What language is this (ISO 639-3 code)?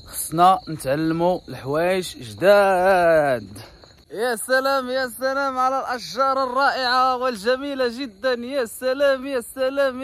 ary